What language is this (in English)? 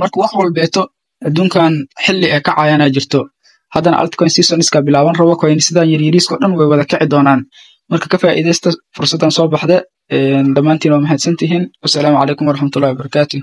Somali